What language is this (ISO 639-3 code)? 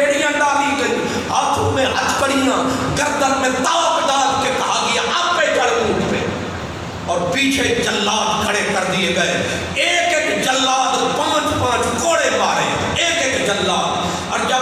urd